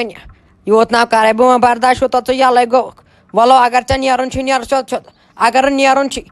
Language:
Kashmiri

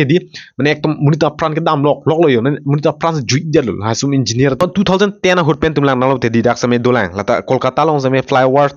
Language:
Karbi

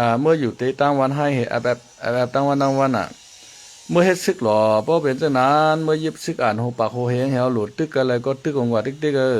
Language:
Shan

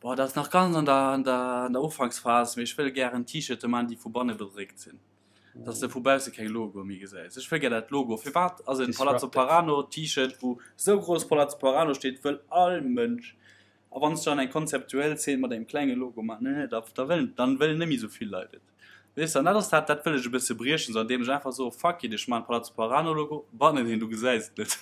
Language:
Luxembourgish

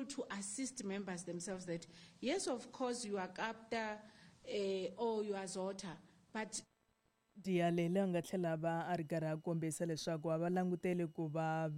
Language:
Tsonga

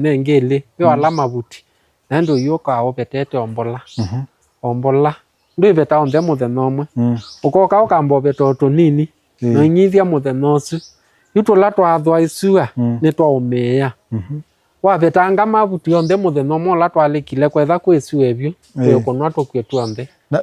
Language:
Kamba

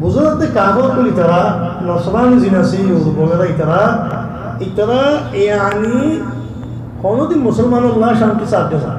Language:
Rohingya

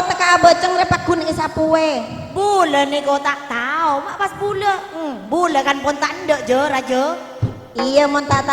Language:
Madurese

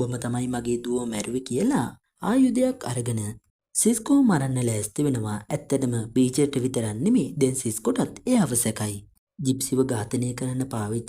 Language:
Sinhala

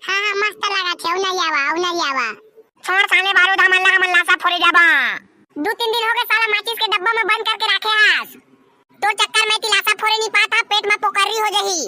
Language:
Chhattisgarhi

